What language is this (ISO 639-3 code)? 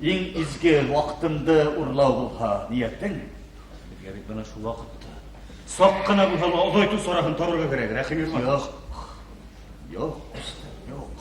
bak